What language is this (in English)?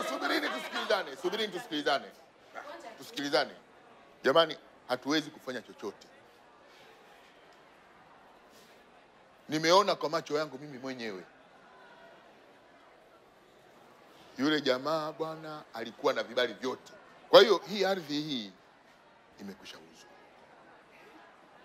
Swahili